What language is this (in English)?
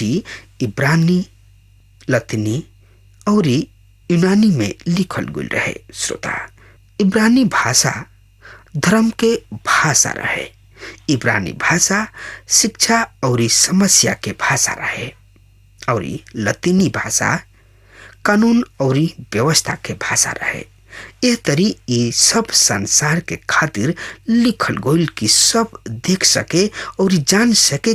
Bhojpuri